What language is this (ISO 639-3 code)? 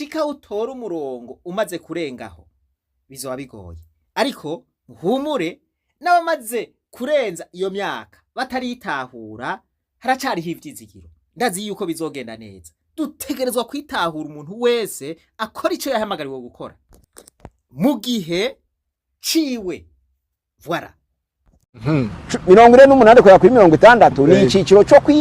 run